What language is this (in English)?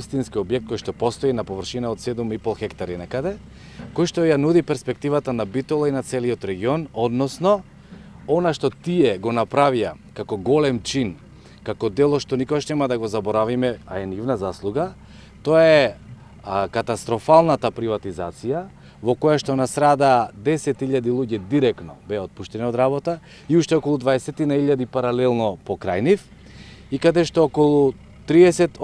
Macedonian